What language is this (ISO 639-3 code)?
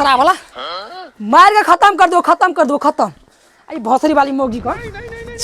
mai